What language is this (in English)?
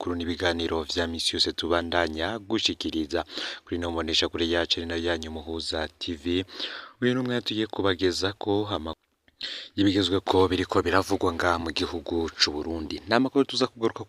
Rundi